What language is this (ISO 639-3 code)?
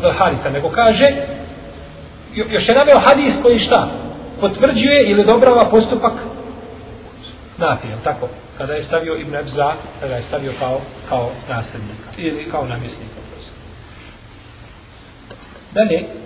bos